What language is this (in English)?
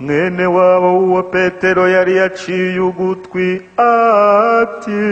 Kinyarwanda